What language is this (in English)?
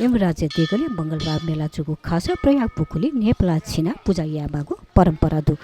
Newari